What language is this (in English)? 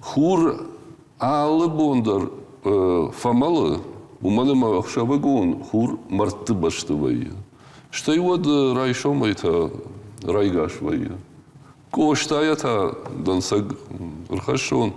Ossetic